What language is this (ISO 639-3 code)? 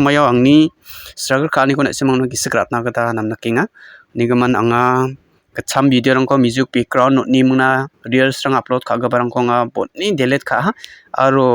grt